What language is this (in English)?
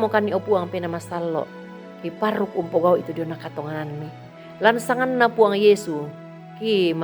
Toraja-Sa'dan